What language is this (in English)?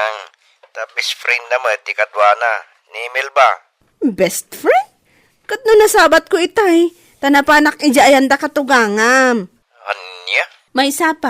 Iloko